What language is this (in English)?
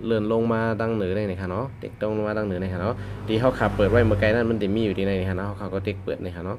Shan